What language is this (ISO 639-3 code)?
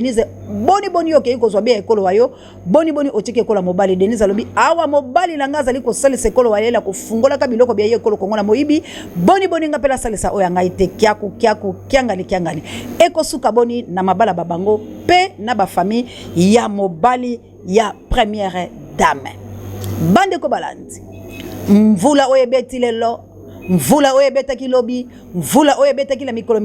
lin